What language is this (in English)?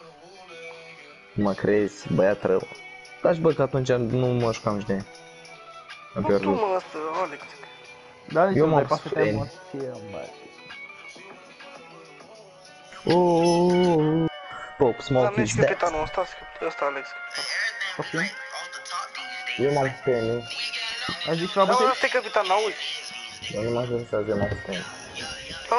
Romanian